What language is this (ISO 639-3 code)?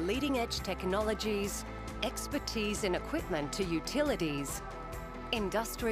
fra